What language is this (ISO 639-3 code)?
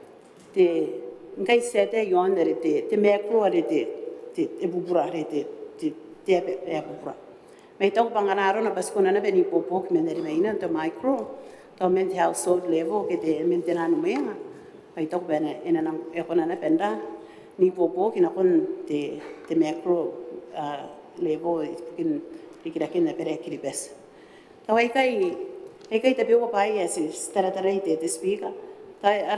gil